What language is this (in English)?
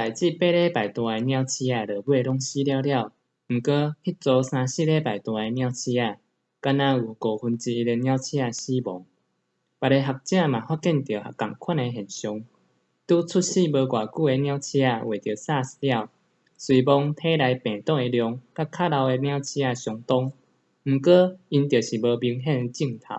Min Nan Chinese